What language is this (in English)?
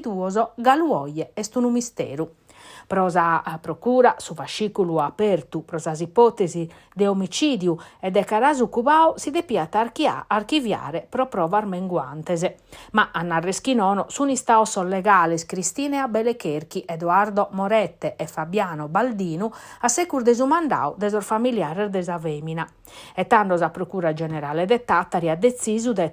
Sardinian